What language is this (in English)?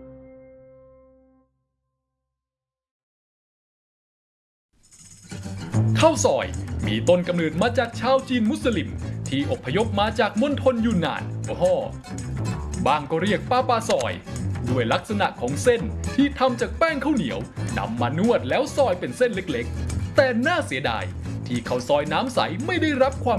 Thai